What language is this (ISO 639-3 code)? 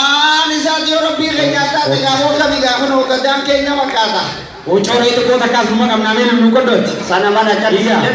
orm